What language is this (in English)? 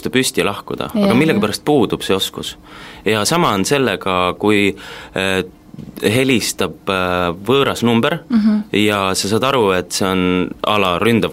Estonian